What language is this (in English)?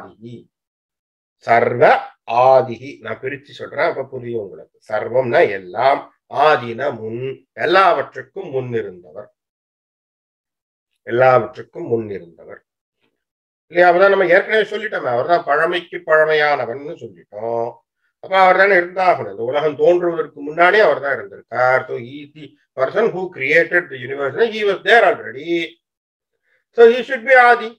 Tamil